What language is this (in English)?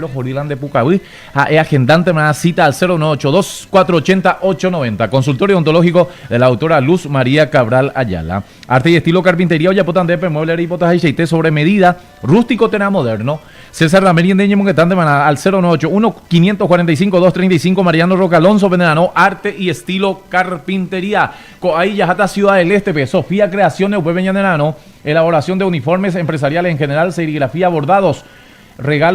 Guarani